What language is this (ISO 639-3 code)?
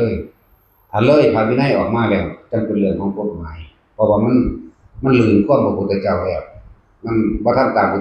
tts